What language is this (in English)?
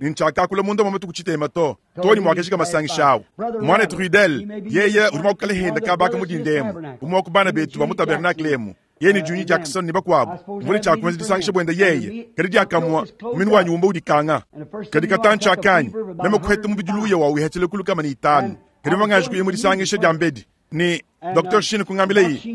Luba-Lulua